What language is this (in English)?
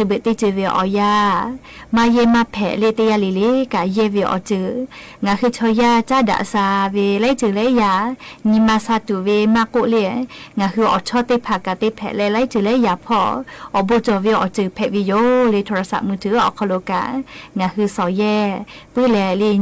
Lahu